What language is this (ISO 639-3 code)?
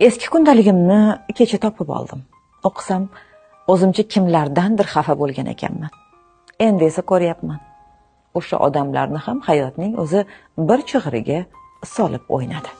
uzb